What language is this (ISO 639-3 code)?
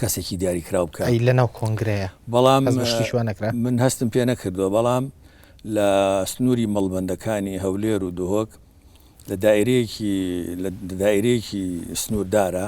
ckb